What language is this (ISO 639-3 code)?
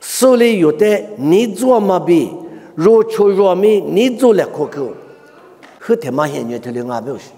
lis